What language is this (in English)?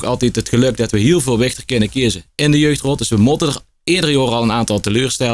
Limburgish